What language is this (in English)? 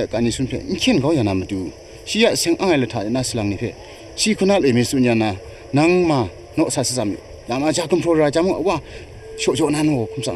Kachin